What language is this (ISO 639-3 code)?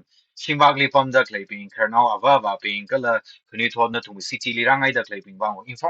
nmf